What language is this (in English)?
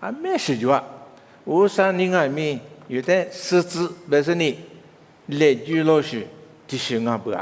Lisu